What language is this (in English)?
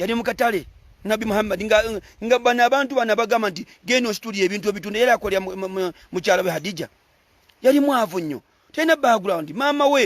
Ganda